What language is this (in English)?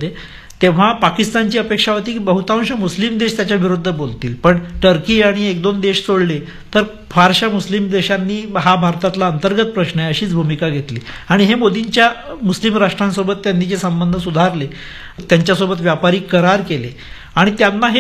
Marathi